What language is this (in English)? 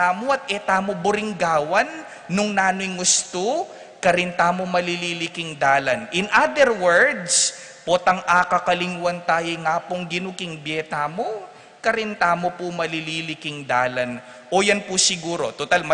Pampanga